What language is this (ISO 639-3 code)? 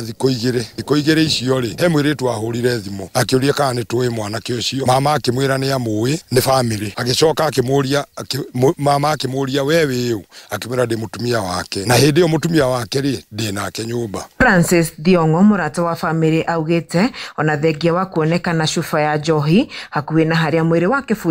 kik